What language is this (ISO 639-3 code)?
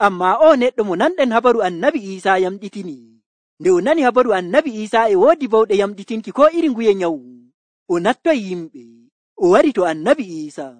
fuv